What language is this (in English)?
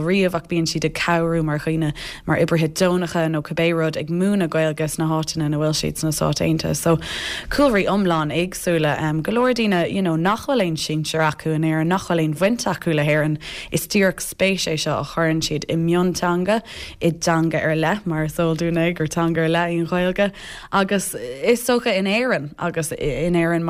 Irish